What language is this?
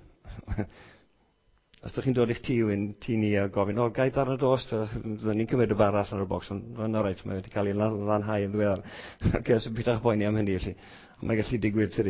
Welsh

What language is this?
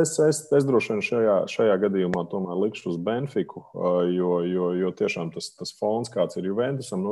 Latvian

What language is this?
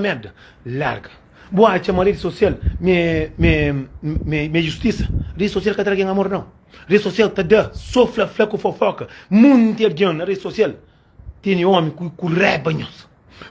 Kabuverdianu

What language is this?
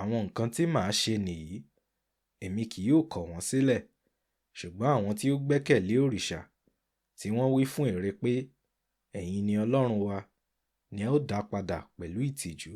Yoruba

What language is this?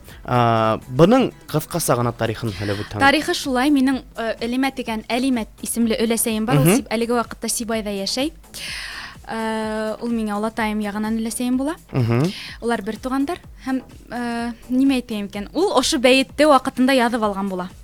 Bashkir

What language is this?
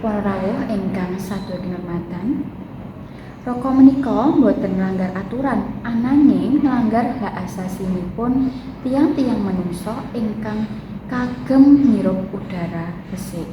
Javanese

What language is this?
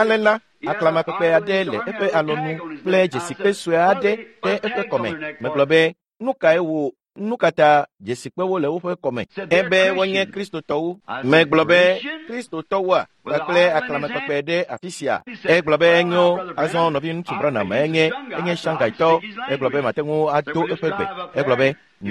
Ewe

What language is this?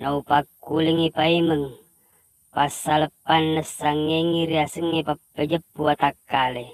Buginese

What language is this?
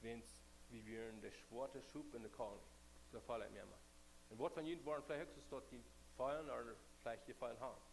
Plautdietsch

